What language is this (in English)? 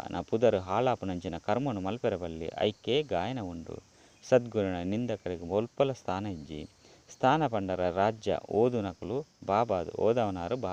Tulu